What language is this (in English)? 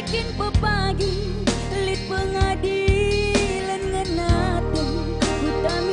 Batak Karo